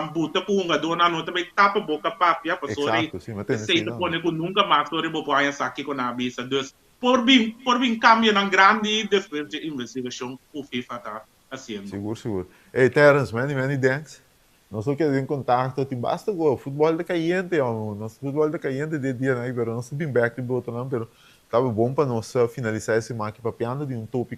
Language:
Papiamento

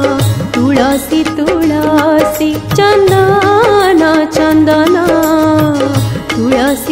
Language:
Hindi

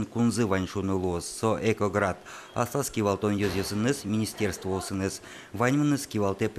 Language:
Udmurt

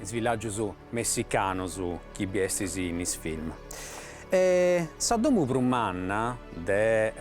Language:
Sardinian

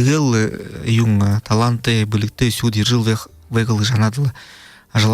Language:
Buriat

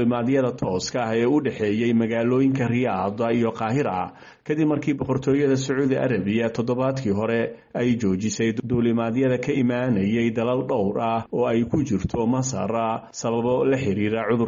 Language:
Somali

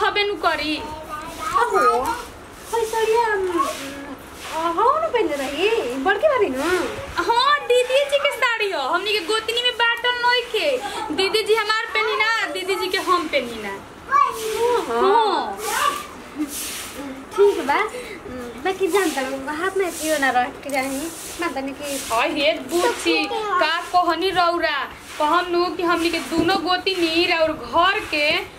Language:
Bhojpuri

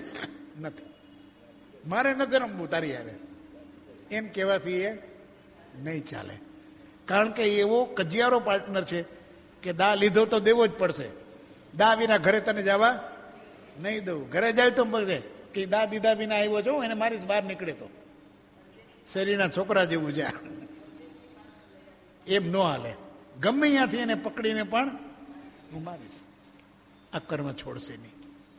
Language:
Gujarati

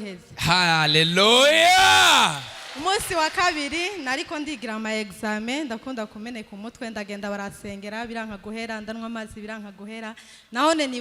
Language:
Rundi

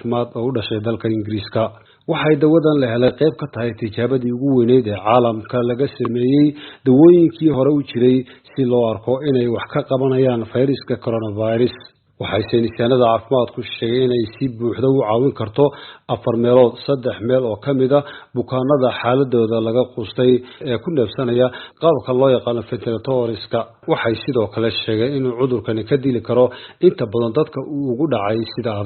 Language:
Somali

